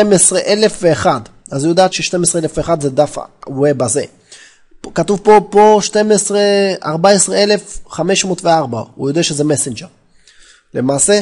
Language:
Hebrew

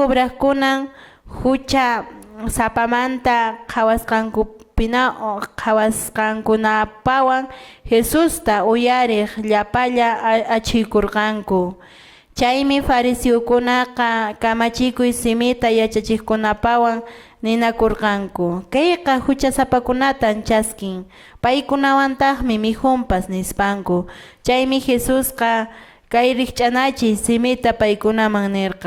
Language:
Quechua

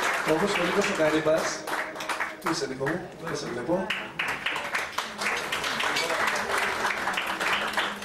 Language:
Greek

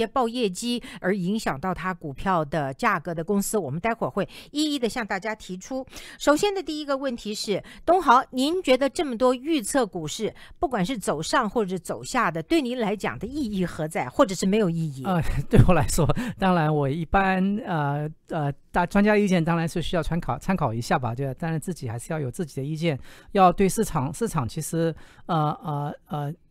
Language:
Chinese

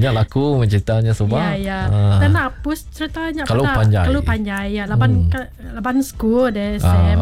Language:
Iban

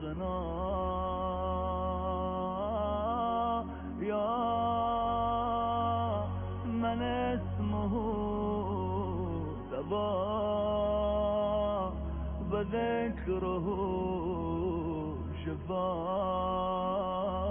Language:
Persian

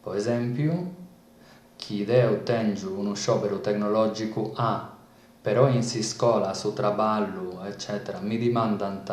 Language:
Sardinian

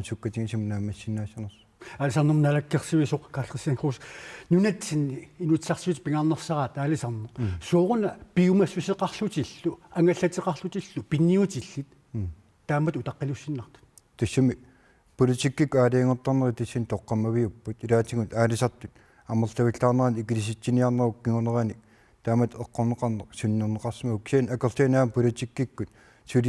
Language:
Kalaallisut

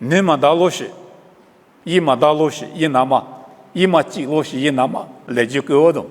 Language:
Lisu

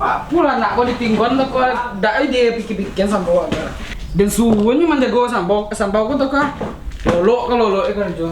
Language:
Minangkabau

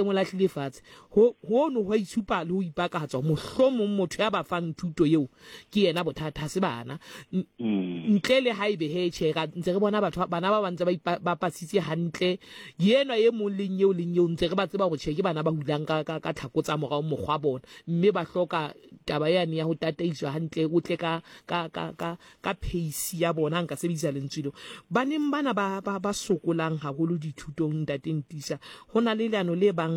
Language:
Southern Sotho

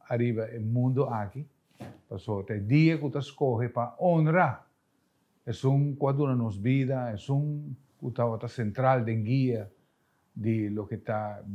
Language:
Papiamento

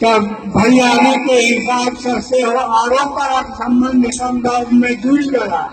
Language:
Maithili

